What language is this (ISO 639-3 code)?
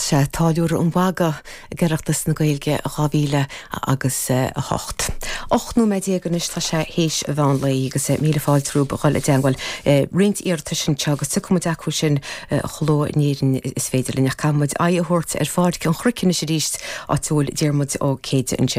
gle